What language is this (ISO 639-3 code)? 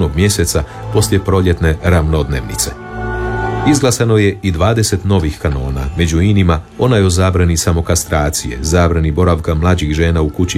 hrv